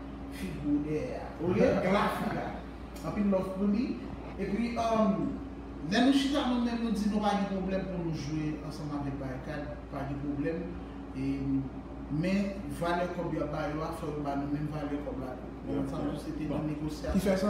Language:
Haitian Creole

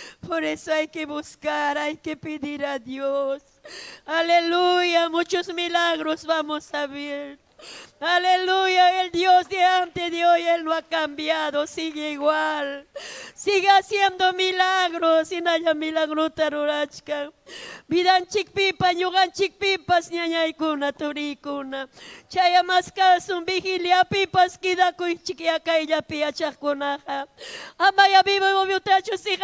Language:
Ayacucho Quechua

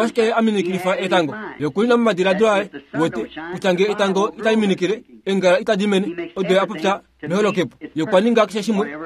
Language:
Kuanyama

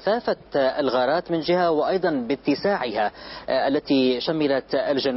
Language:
Arabic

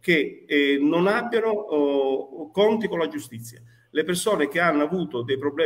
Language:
Italian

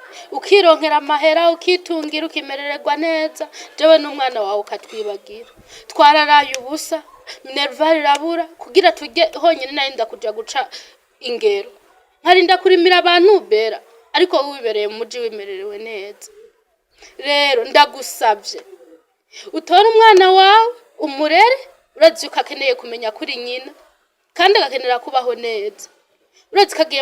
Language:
Rundi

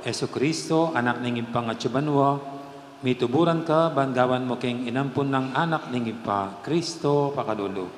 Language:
Pampanga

